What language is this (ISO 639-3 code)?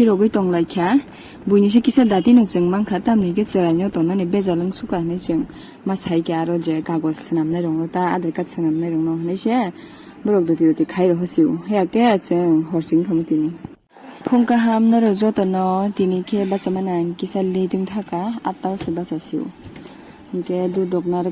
trp